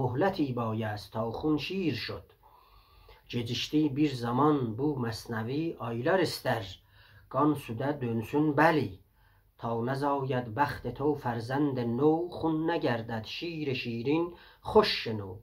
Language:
South Azerbaijani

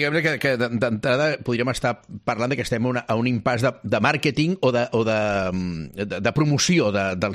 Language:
Catalan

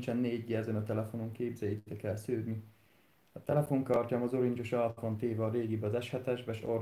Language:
Hungarian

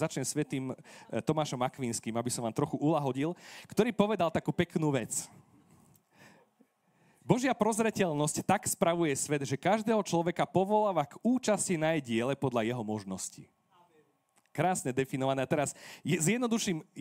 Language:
Slovak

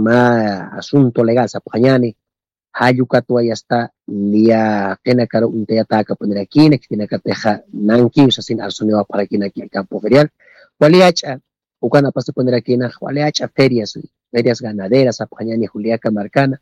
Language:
Aymara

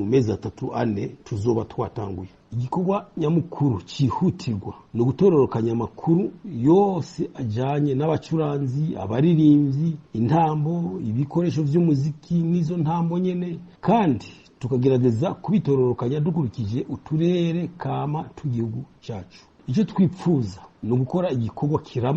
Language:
Rundi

